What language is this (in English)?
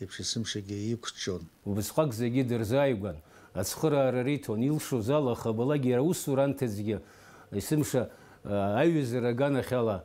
Abkhazian